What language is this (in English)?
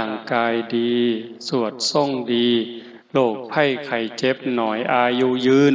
Northeastern Thai